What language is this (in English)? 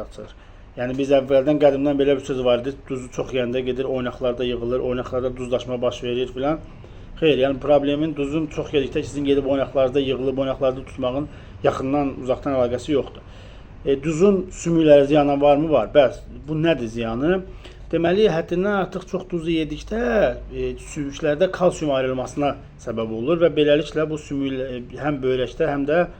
Azerbaijani